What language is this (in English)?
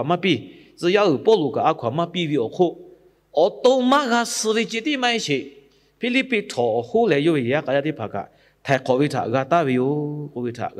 Lahu